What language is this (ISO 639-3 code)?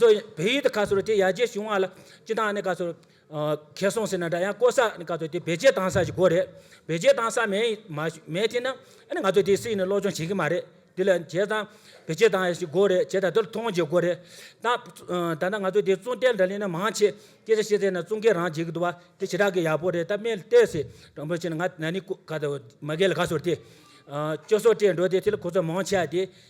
bod